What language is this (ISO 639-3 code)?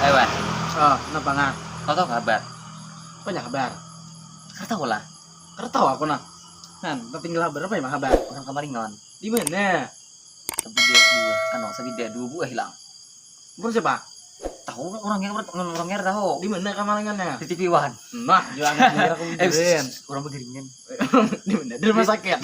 bjn